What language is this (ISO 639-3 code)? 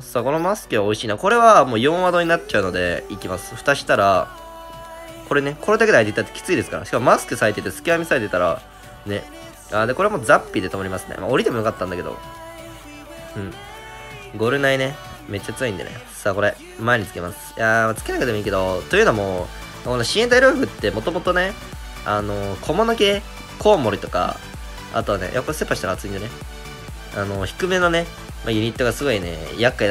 jpn